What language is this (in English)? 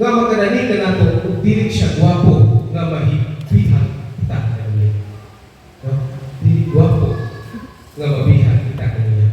Cebuano